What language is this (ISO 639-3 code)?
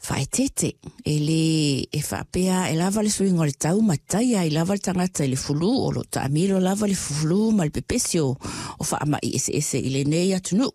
smo